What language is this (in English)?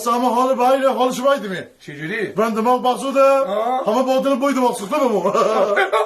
Mazanderani